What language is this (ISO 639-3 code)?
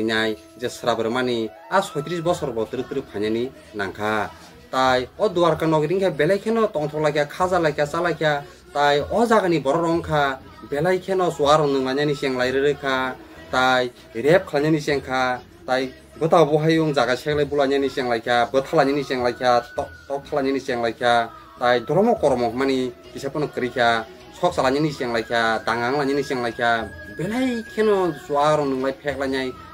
trp